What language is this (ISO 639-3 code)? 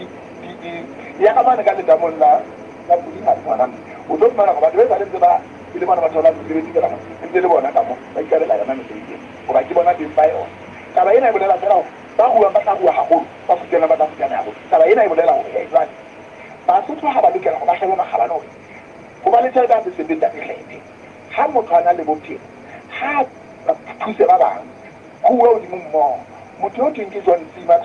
sot